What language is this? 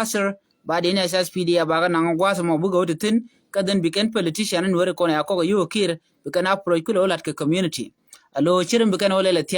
Nuer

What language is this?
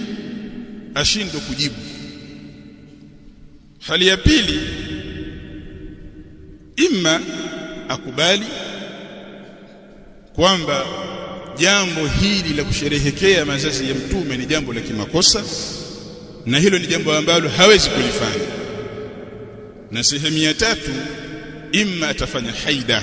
Swahili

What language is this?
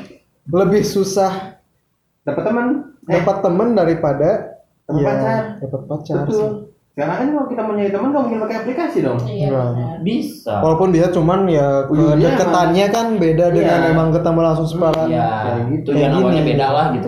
Indonesian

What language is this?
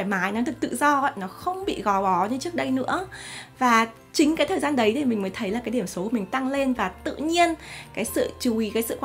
Vietnamese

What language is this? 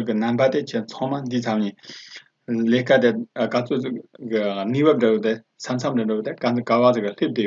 Tibetan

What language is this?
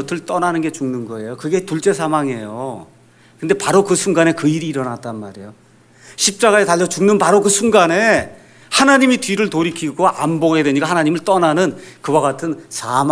Korean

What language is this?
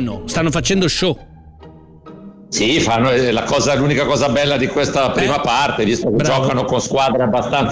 Italian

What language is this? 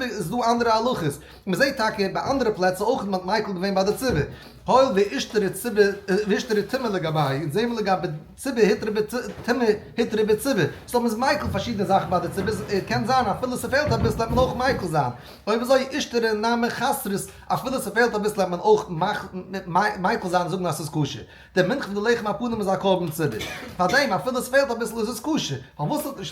Yiddish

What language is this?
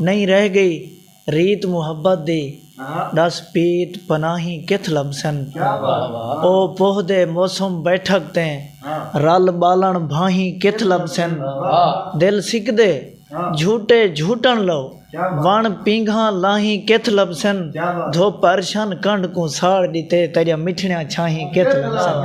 Saraiki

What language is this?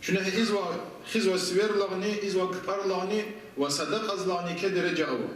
Lezghian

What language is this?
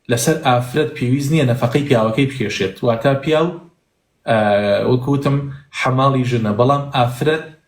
Central Kurdish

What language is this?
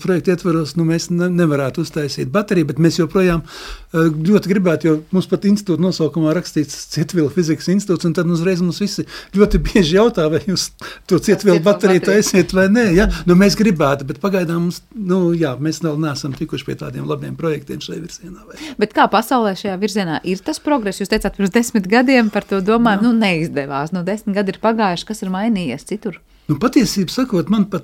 Latvian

